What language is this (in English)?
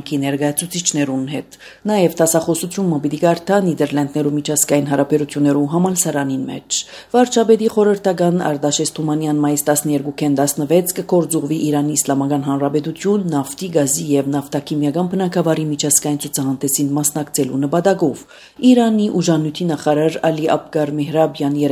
Armenian